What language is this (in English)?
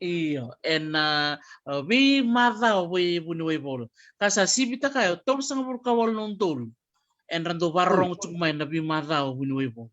Fijian